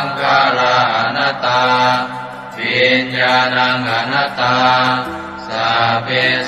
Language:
Pali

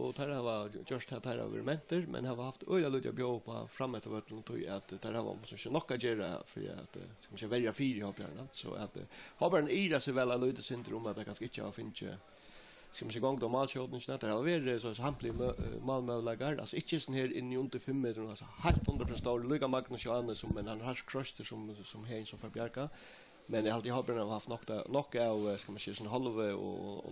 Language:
Faroese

